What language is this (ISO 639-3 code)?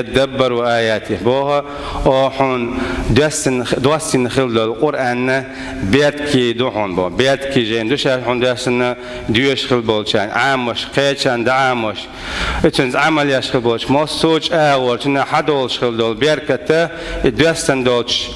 che